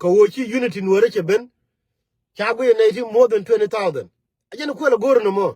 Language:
Nuer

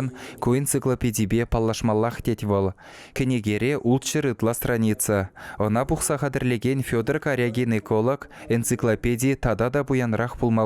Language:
Chuvash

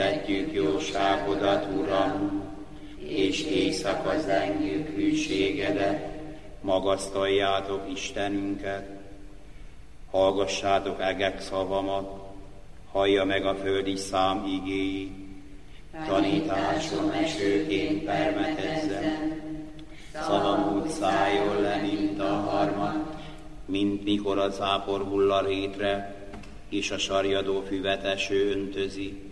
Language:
Hungarian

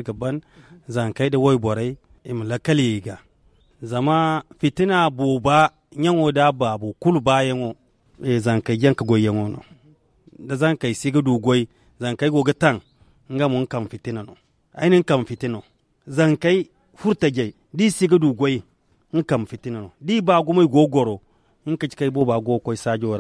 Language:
Zarma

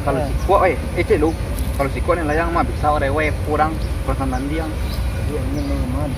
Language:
Minangkabau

